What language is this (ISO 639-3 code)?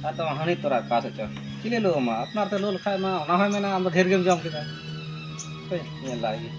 sat